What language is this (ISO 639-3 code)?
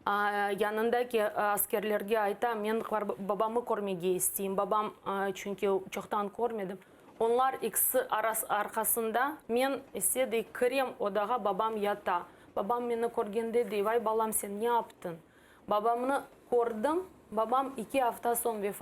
crh